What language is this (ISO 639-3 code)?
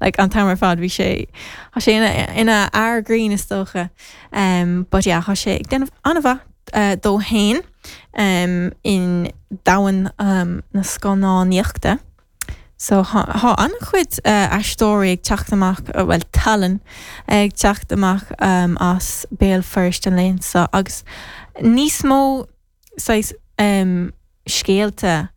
gle